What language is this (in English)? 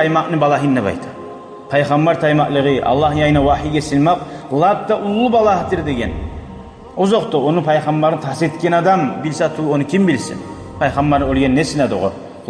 Kumyk